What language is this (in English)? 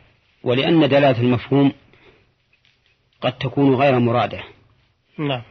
Arabic